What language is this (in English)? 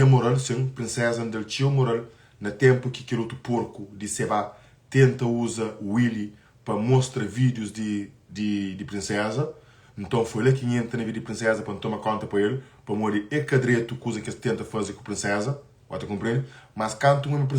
Kabuverdianu